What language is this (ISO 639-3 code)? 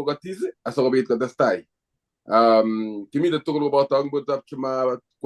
kln